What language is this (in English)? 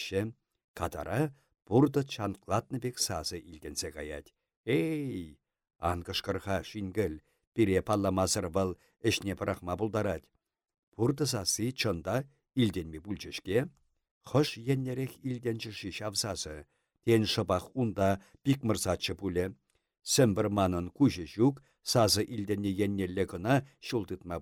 Chuvash